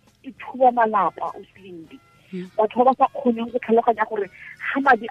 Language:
Tswana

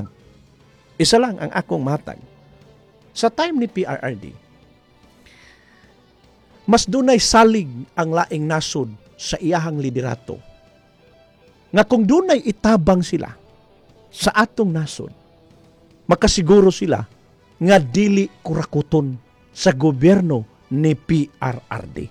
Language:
Cebuano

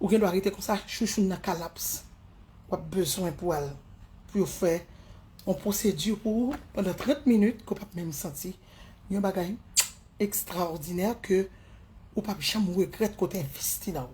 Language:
Haitian Creole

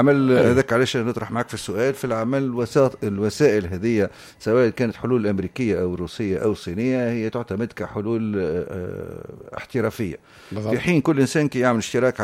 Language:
Tunisian Arabic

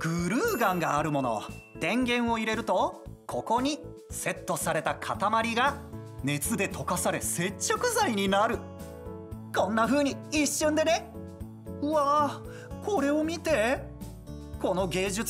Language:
Japanese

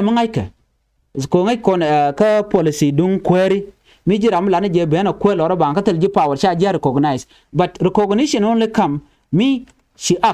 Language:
Nuer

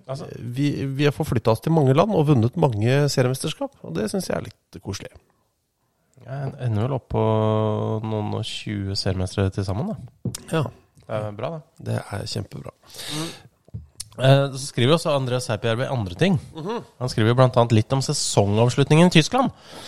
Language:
Norwegian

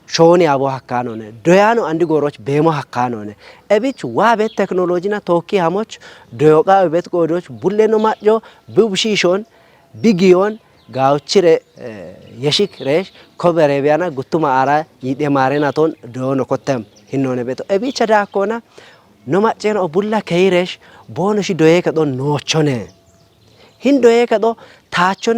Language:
Kafa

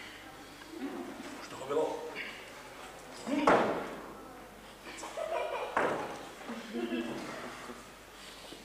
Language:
Czech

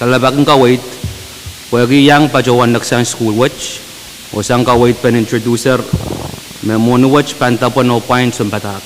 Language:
Pohnpeian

